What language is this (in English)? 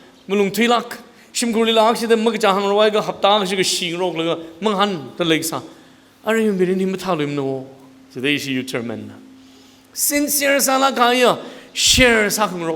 Tangkhul Naga (India)